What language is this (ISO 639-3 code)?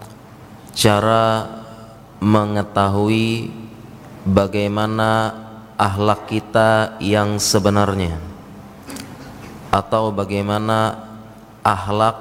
ind